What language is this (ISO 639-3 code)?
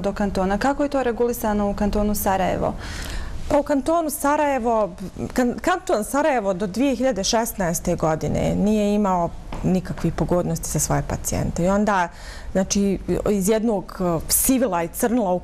bos